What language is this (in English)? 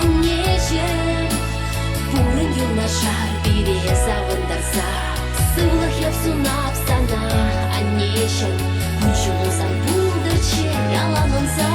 Chuvash